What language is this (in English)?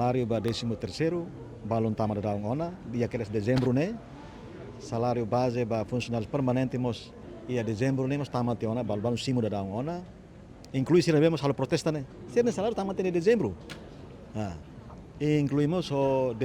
Tetum